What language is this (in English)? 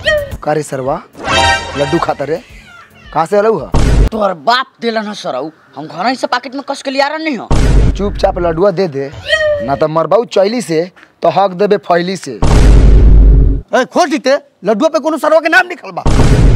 Bhojpuri